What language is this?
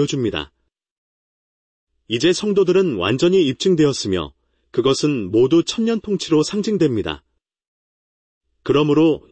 Korean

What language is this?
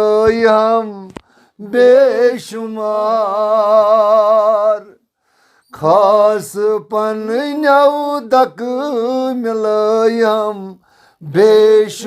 Kashmiri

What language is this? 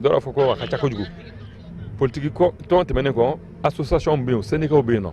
Bambara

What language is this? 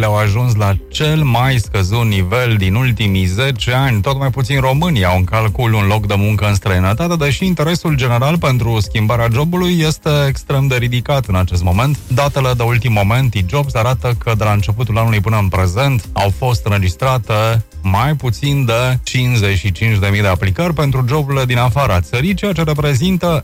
Romanian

